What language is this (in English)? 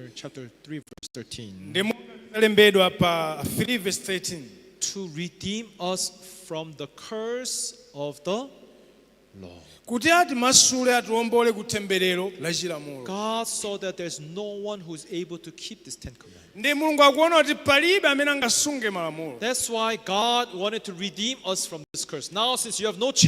Nyanja